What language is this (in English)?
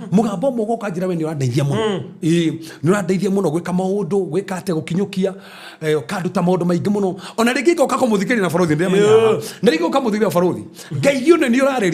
Kikuyu